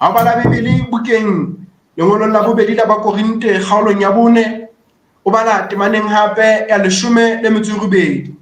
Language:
Southern Sotho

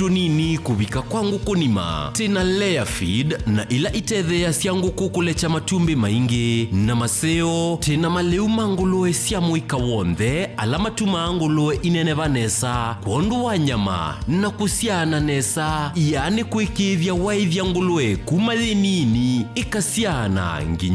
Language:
Kamba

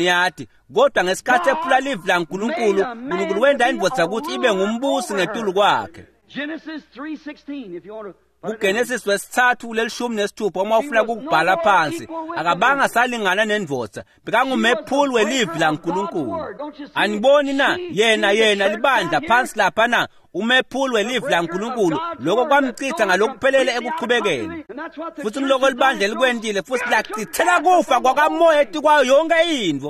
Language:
Swati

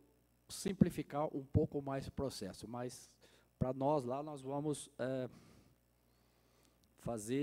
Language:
Portuguese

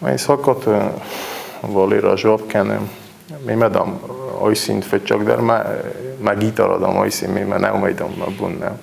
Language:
Ossetic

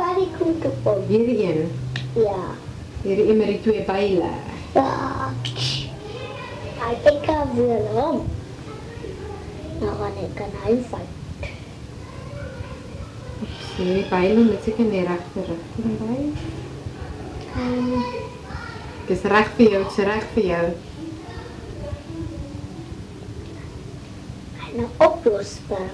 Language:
Afrikaans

